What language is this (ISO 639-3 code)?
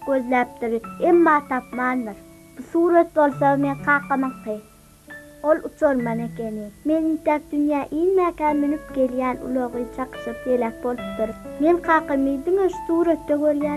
tuk